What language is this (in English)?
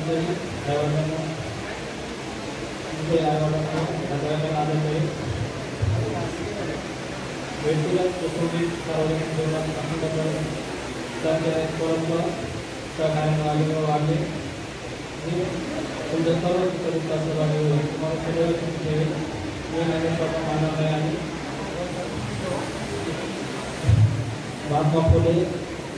Marathi